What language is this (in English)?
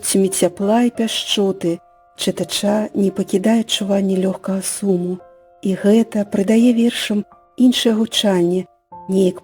Belarusian